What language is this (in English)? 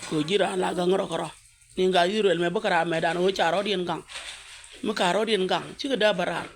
Nuer